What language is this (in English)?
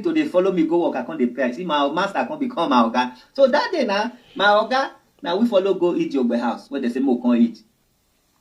Nigerian Pidgin